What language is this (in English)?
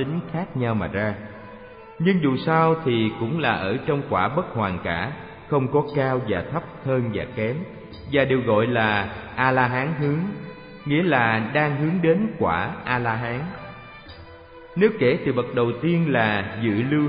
Vietnamese